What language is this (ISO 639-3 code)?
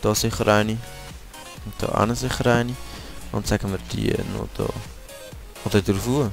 gsw